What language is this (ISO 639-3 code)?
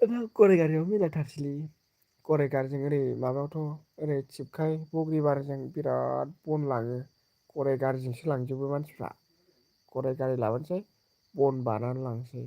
brx